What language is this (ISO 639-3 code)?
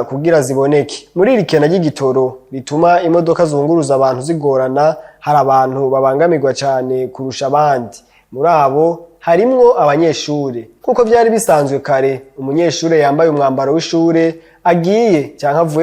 run